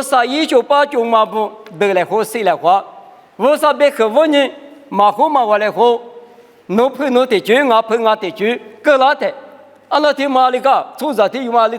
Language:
Lisu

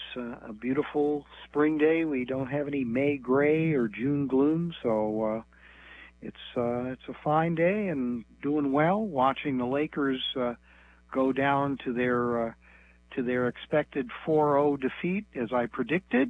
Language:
English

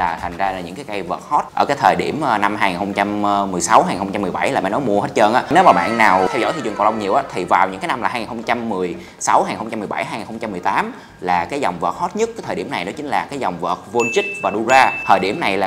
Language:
Vietnamese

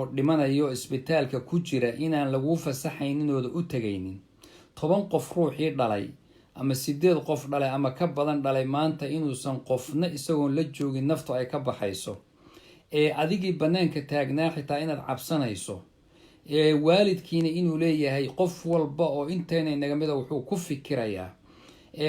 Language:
Somali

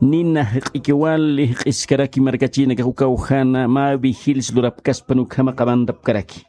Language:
Aymara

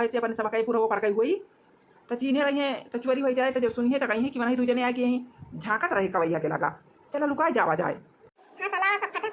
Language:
Awadhi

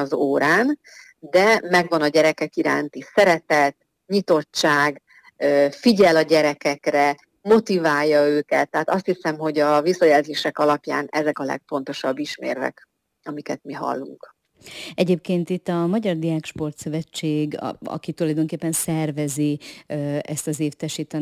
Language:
Hungarian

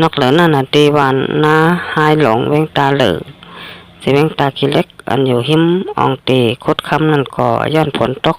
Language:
Shan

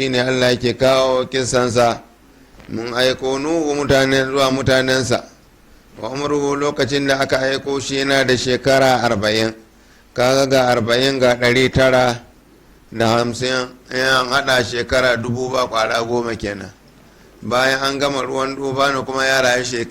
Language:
Hausa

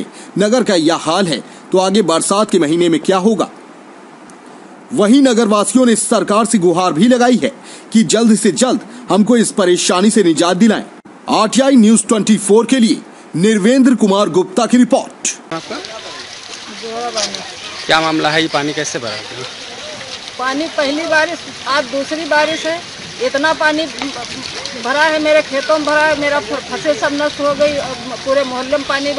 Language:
Hindi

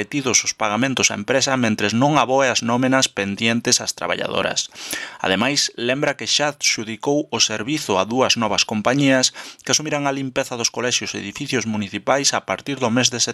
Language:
Galician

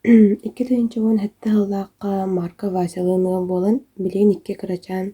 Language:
Yakut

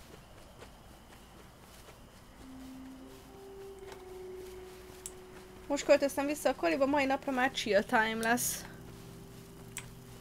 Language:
Hungarian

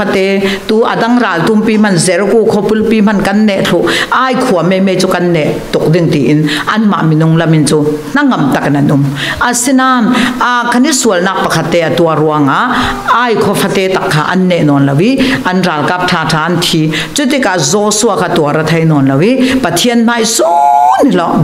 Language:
Falam Chin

